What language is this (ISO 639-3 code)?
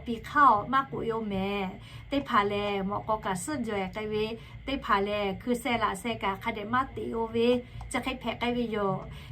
lhu